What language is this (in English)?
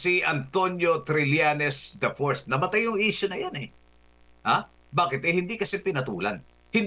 Filipino